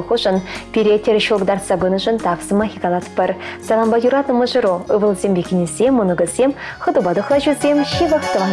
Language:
Chuvash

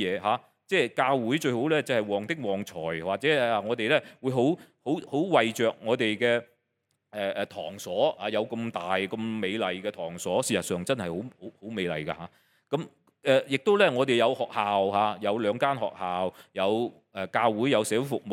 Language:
Cantonese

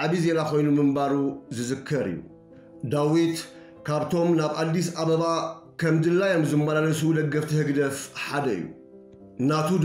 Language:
Tigrinya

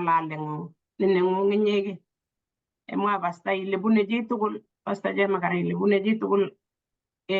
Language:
Kalenjin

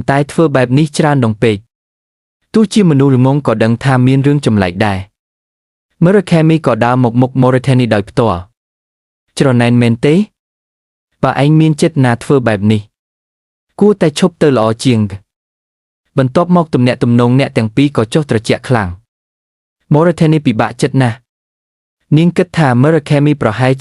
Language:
Khmer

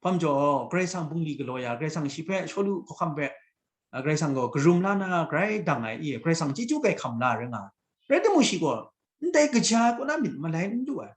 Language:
Kachin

